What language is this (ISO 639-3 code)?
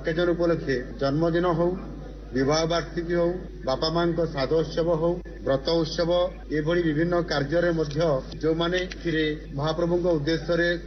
ori